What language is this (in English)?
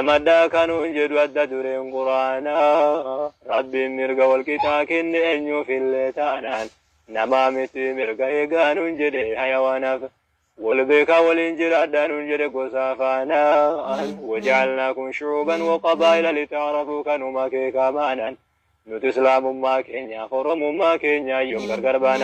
Oromo